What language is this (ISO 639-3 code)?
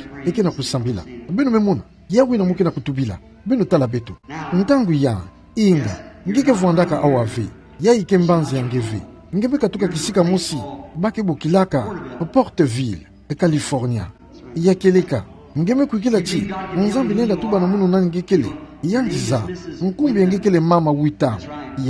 ktu